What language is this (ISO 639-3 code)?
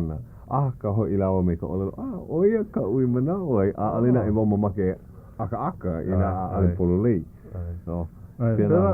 haw